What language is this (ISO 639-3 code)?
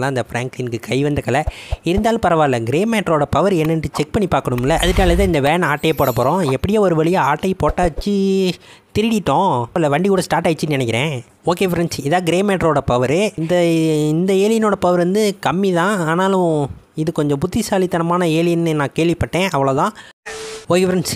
tam